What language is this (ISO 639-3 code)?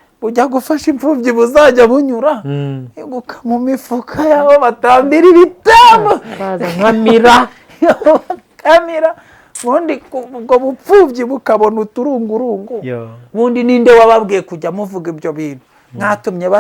kin